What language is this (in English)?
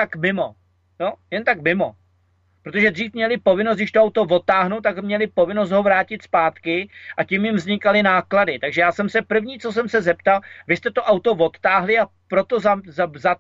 Czech